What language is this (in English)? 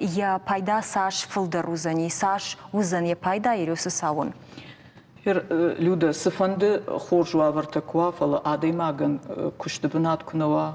Ossetic